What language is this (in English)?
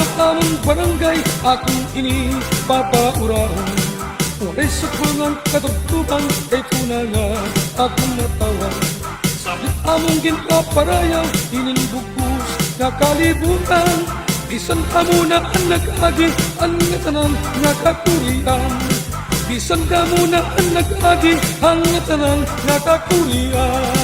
Waray